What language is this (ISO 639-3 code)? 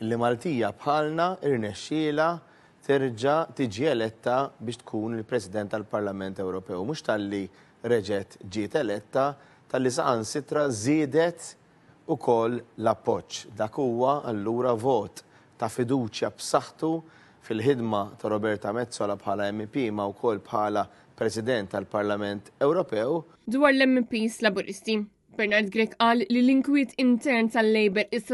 mlt